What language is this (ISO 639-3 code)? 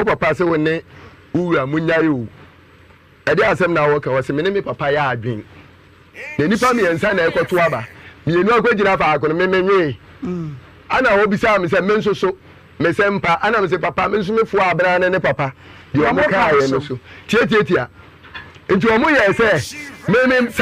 aka